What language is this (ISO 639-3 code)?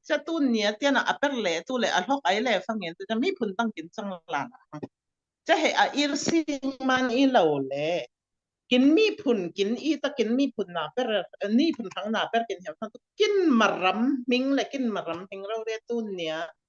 cfm